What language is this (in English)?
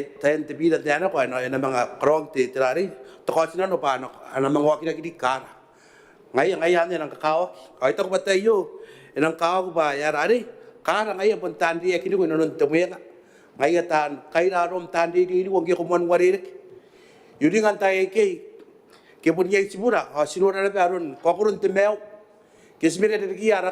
Gilbertese